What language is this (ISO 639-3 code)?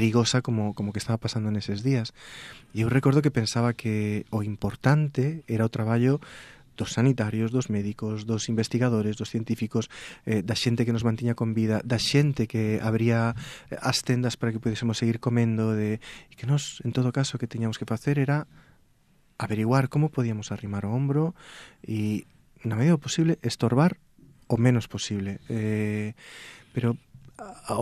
glg